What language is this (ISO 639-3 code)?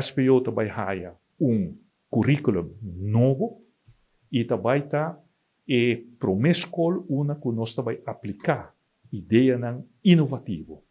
pap